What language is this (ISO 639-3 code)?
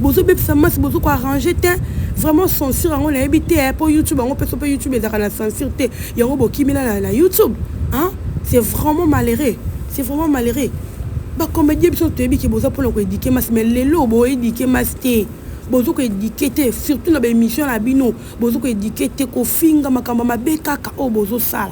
lin